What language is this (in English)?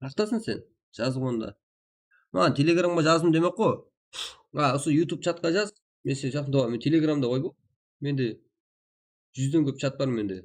Kara-Kalpak